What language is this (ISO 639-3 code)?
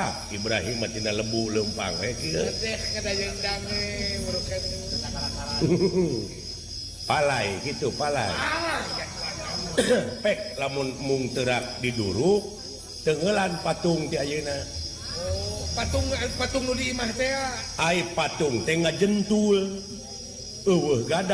sun